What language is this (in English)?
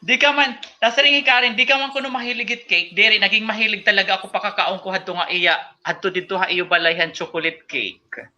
Waray